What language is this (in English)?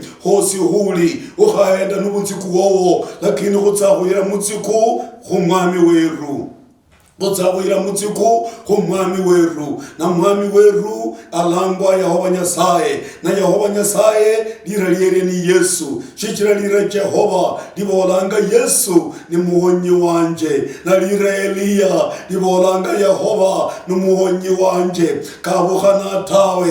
Luyia